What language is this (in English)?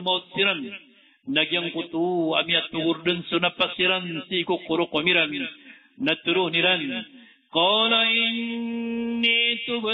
Maranao